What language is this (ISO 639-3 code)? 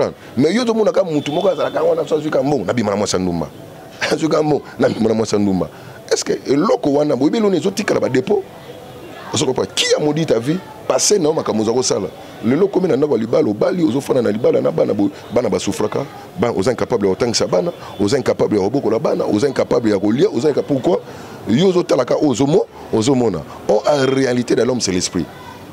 lin